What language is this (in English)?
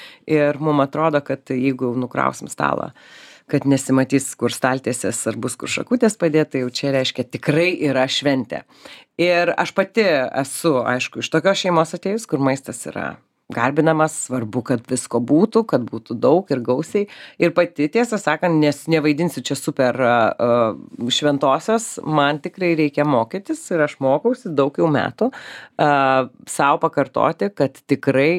Lithuanian